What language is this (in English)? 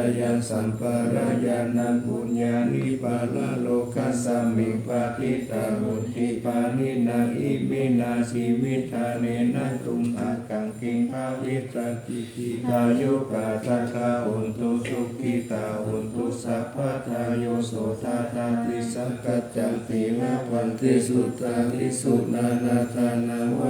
Pali